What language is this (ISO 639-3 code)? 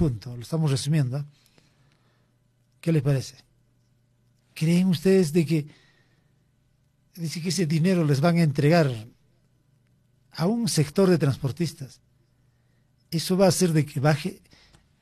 spa